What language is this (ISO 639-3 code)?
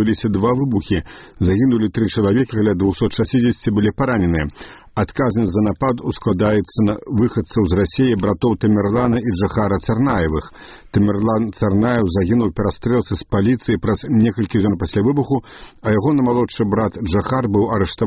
bel